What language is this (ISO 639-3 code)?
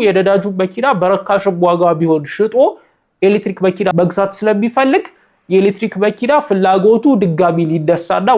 amh